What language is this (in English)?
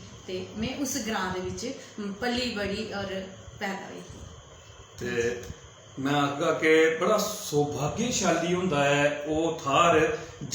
Dogri